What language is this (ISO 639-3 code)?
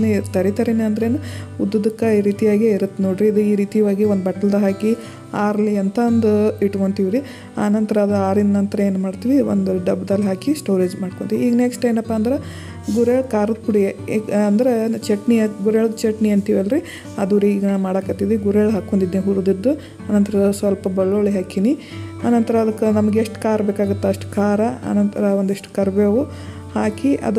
kan